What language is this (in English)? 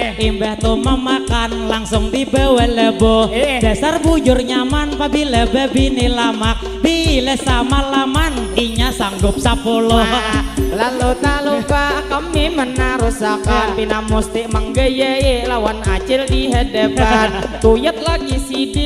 Banjar